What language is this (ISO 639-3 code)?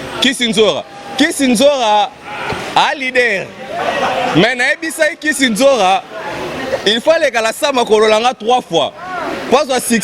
lin